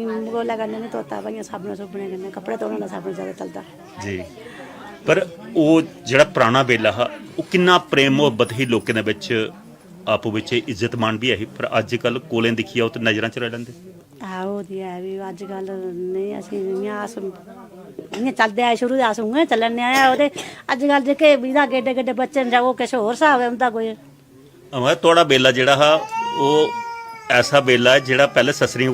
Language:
Dogri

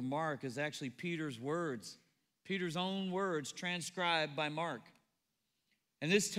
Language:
English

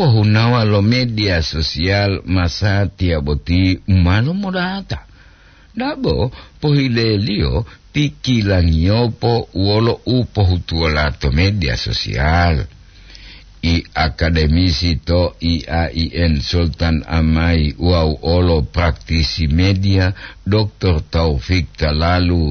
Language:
Gorontalo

